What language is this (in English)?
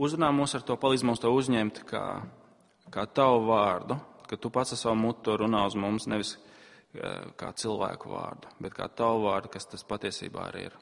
Latvian